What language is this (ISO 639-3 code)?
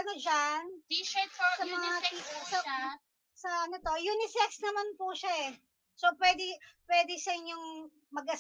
fil